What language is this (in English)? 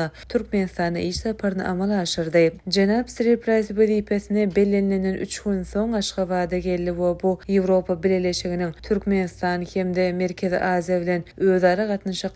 Turkmen